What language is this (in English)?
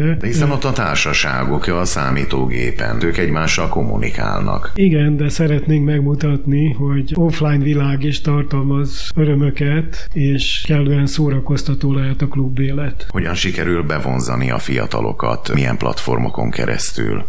Hungarian